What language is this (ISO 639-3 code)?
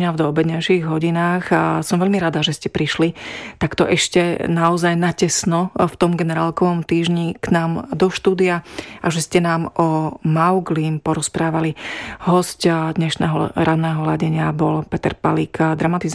slk